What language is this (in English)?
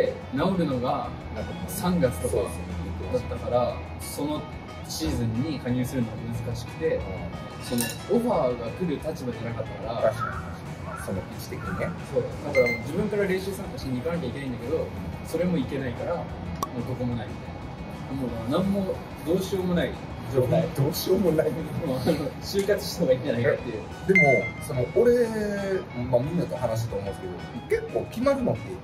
Japanese